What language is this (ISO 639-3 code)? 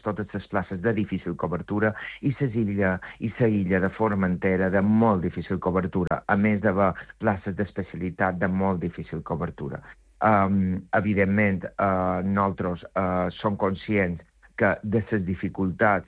cat